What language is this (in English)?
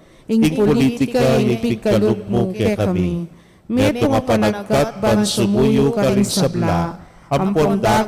Pampanga